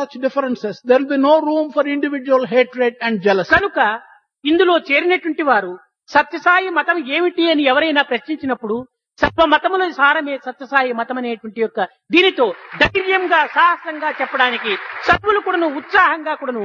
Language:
Telugu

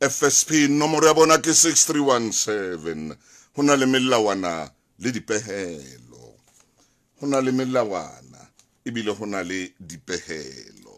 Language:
Southern Sotho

